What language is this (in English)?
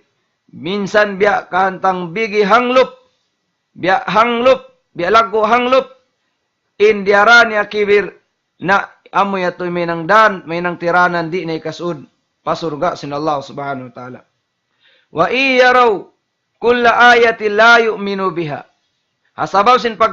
Tausug